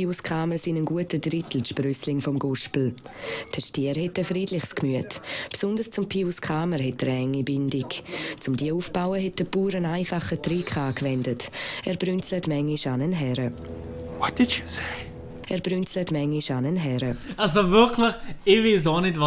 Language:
Swiss German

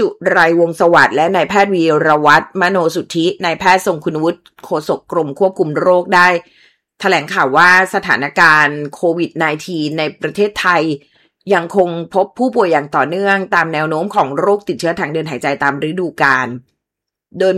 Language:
Thai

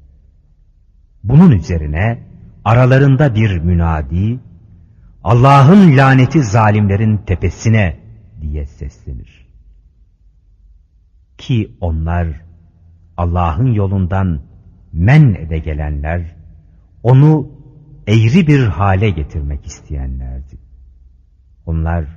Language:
Turkish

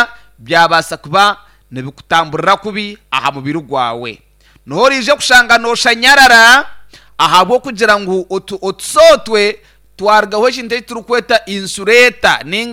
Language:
Nyankole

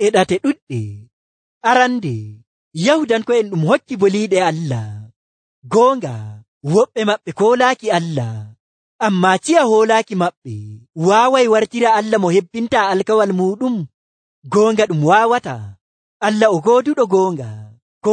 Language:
Nigerian Fulfulde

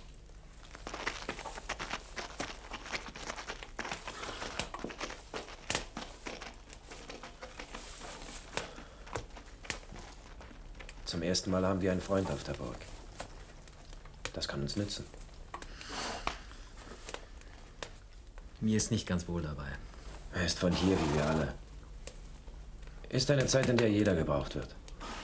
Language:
German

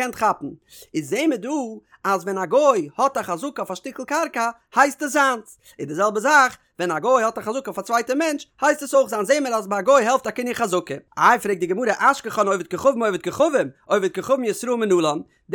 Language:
Yiddish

